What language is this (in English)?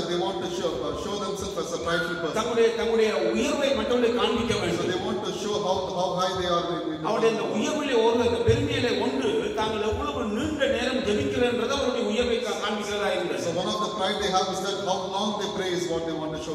Tamil